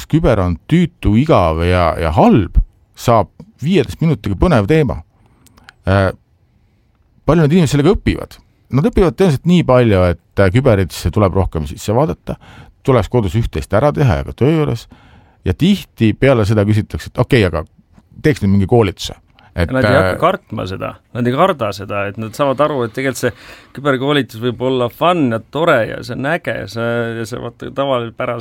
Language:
Estonian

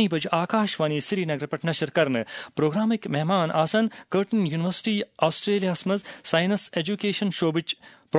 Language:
Kashmiri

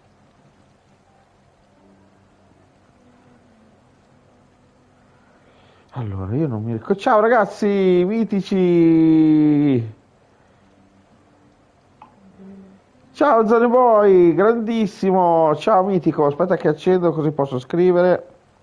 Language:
Italian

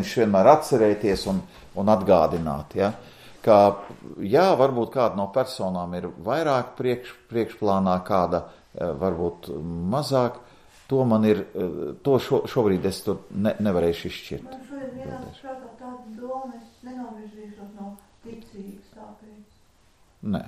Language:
Latvian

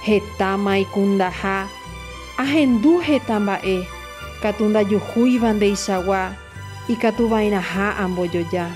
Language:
Guarani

